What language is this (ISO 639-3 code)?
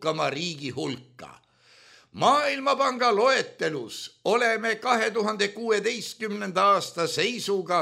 est